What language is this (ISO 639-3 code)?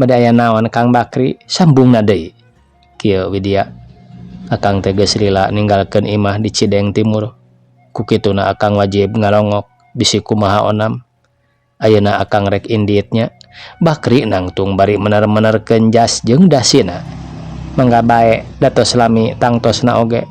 sun